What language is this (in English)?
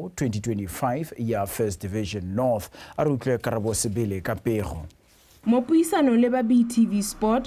Tswana